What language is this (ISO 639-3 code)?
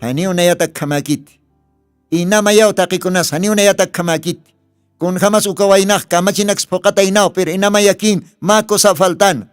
aym